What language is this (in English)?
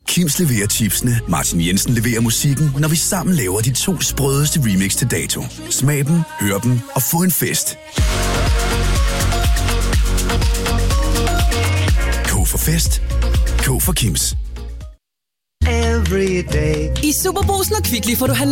Danish